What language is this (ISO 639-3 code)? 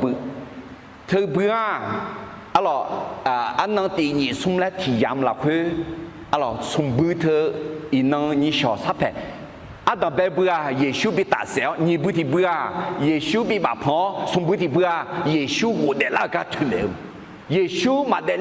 ahk